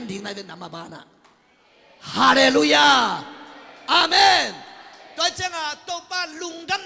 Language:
Tedim Chin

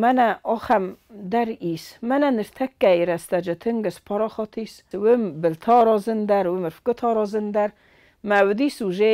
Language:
Ossetic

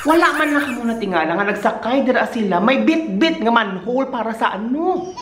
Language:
Hiligaynon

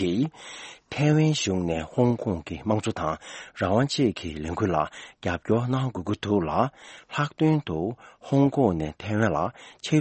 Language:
Tibetan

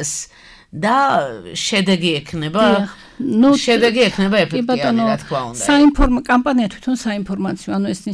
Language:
Georgian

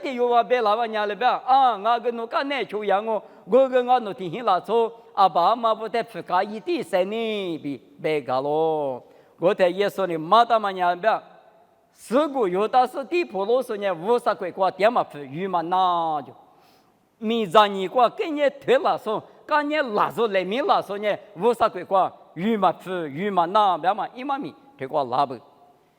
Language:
Lisu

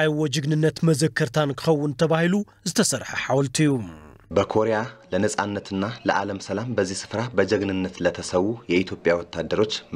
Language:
Tigrinya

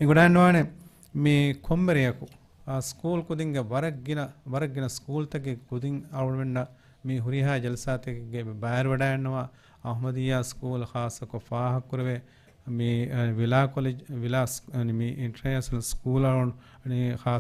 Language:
Divehi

